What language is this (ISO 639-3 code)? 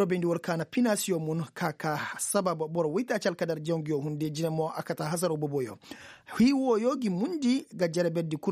ses